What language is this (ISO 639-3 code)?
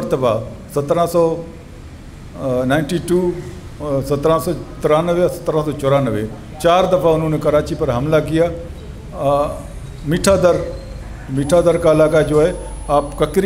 urd